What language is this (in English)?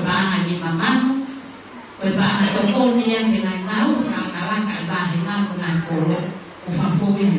Tongan